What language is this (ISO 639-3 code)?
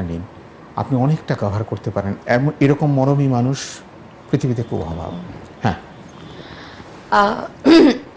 ben